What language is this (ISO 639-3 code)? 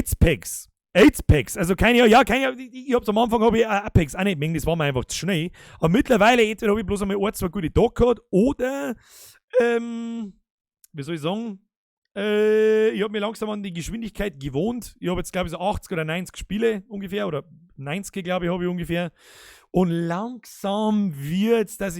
bar